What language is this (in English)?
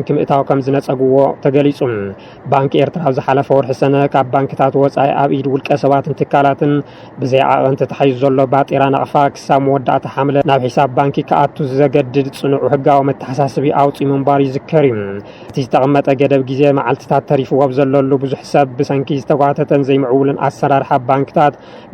Tigrinya